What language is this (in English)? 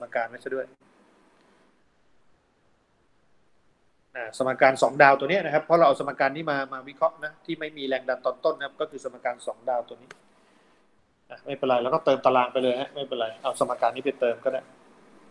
Thai